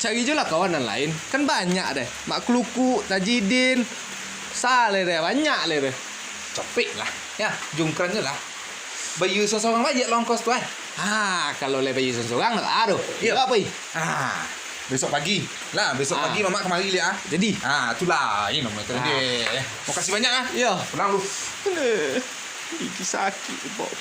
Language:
Minangkabau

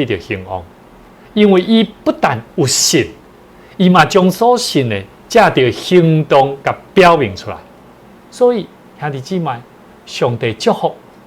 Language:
Min Nan Chinese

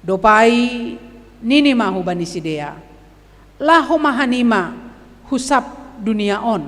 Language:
Batak Simalungun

